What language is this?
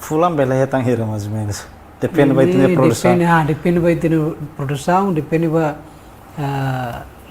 Tetum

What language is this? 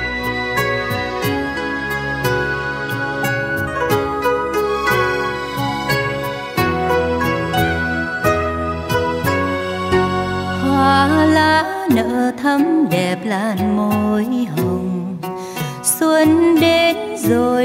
Vietnamese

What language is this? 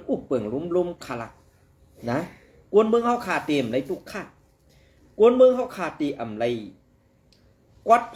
Shan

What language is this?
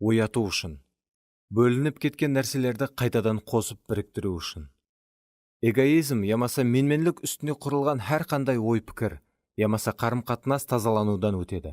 Kara-Kalpak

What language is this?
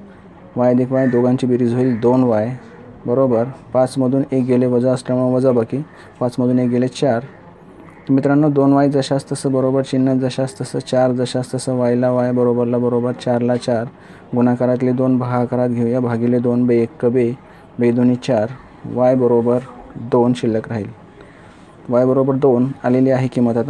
Marathi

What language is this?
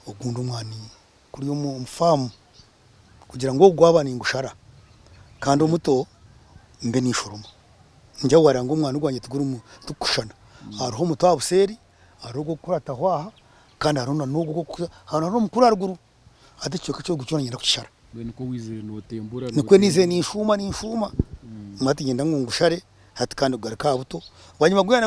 Nyankole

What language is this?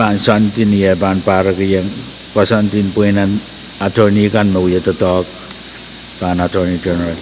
Pohnpeian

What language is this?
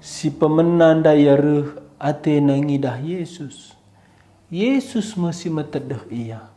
Batak Karo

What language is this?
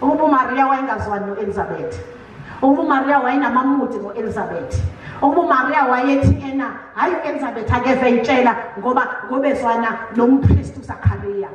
Zulu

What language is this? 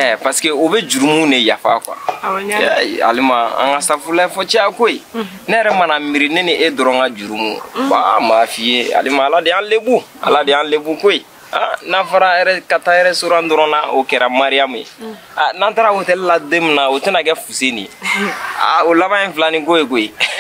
Bambara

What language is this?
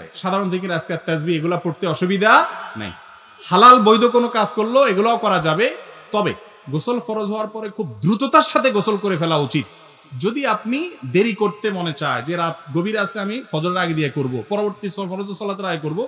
Bangla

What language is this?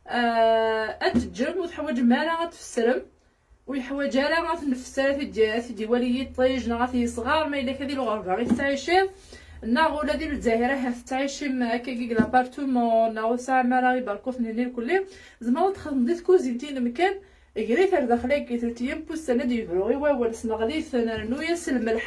Kabyle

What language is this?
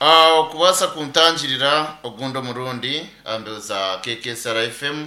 Nyankole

